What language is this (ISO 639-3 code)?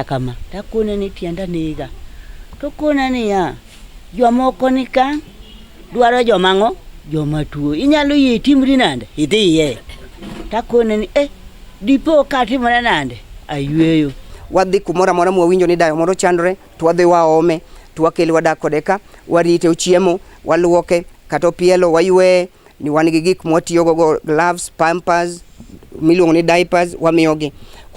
luo